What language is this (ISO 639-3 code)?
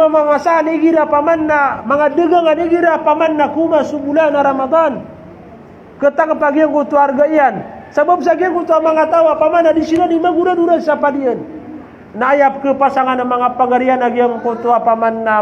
mrw